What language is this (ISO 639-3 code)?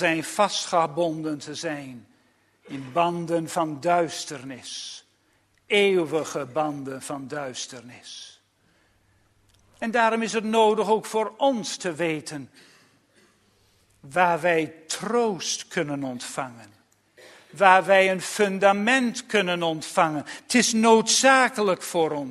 nld